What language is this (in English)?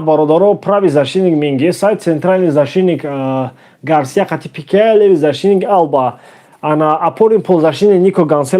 Tajik